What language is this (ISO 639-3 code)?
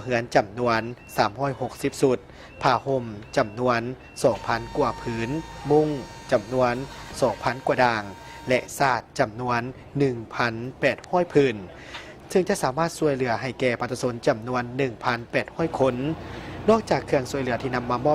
lao